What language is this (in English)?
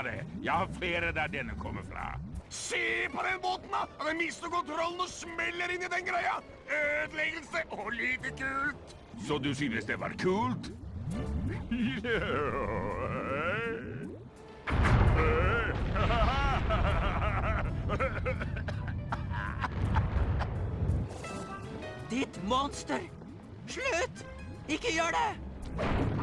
Norwegian